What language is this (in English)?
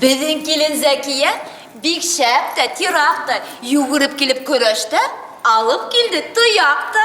Bashkir